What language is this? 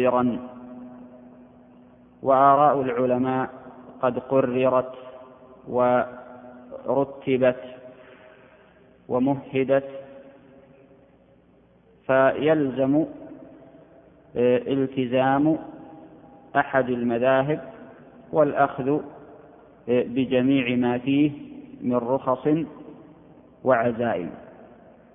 Arabic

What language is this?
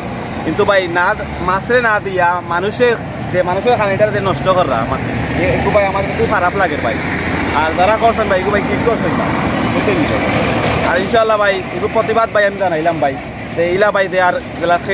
Sylheti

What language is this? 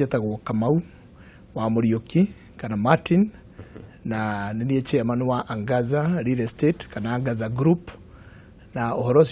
Kikuyu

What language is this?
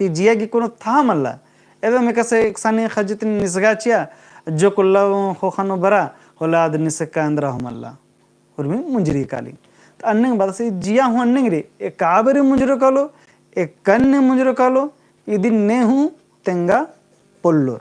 Kurukh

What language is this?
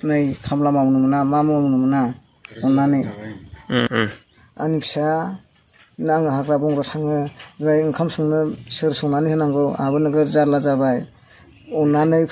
Bodo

